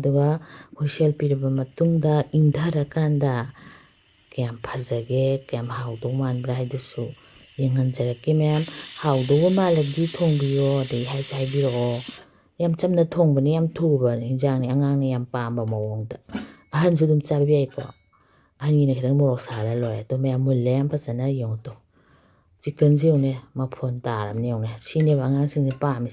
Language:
Manipuri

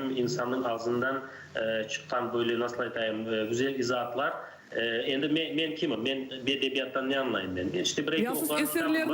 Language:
Crimean Tatar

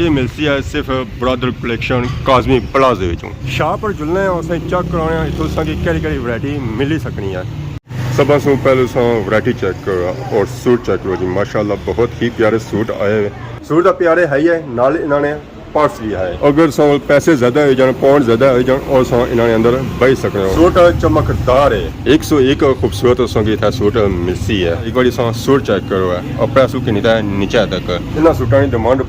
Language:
Pahari-Potwari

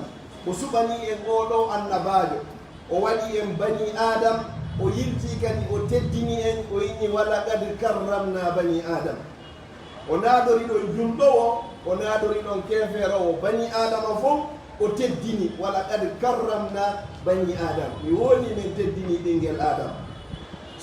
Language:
Fula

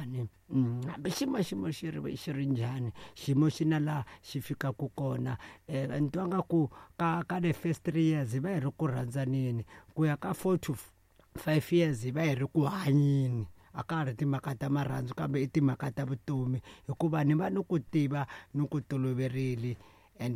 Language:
Tsonga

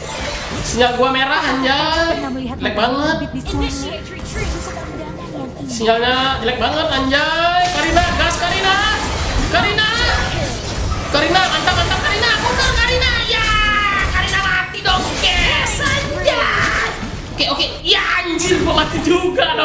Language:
Indonesian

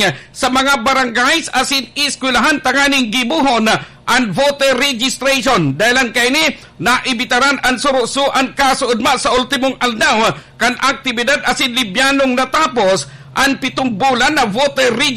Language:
Bikol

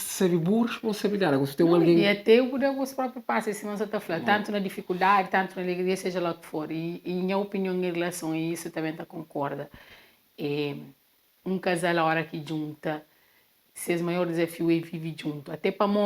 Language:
Kabuverdianu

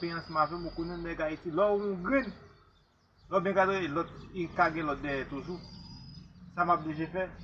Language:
Haitian Creole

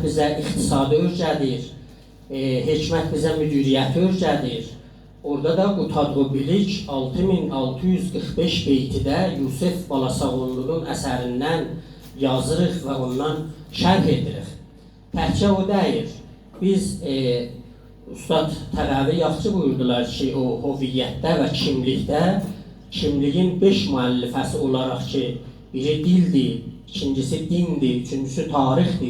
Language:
South Azerbaijani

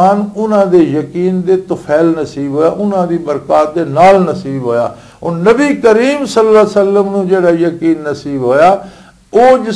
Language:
Western Panjabi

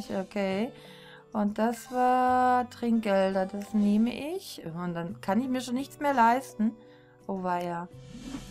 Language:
German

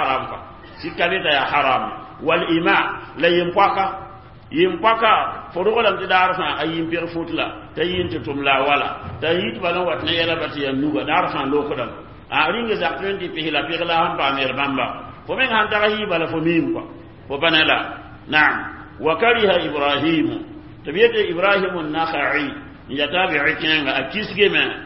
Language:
Mossi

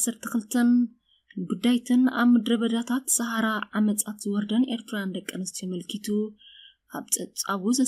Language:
Tigrinya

